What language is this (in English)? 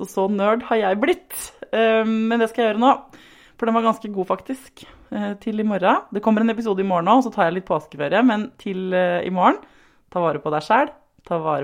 Norwegian